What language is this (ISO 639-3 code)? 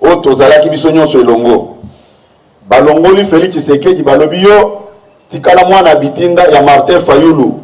lin